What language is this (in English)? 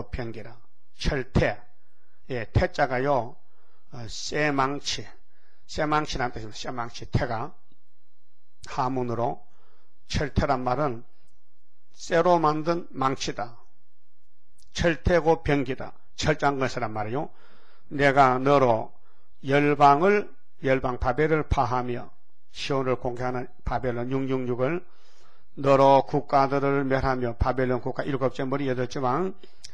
Korean